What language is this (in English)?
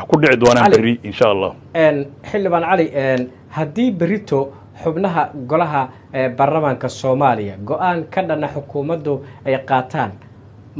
Somali